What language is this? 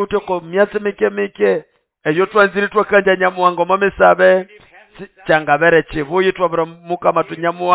Nande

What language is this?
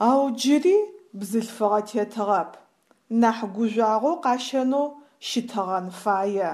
Adyghe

